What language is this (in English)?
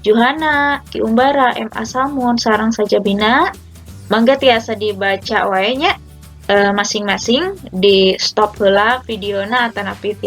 Sundanese